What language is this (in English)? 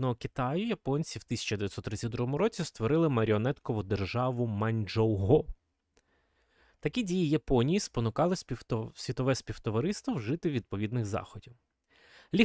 Ukrainian